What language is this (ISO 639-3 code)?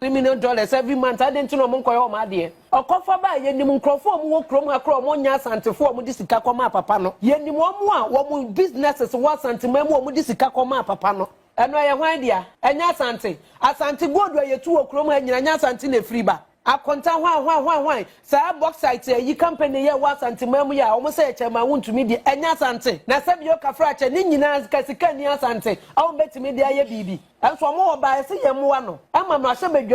aka